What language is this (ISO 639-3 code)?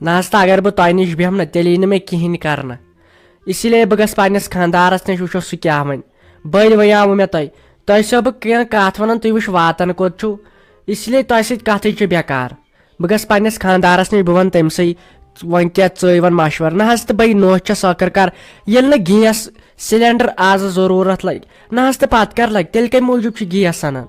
kas